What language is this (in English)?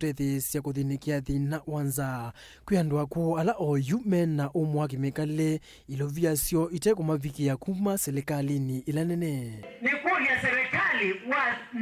Kamba